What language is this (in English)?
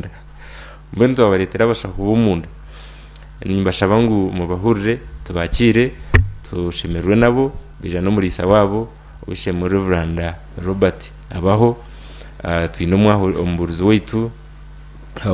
Nyankole